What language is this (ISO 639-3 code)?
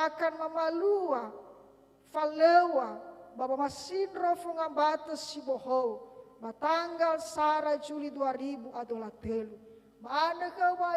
nia